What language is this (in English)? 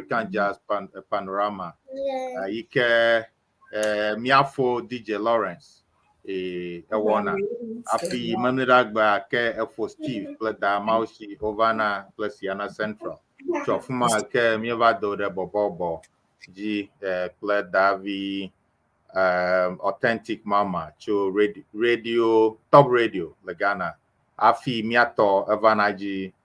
Ewe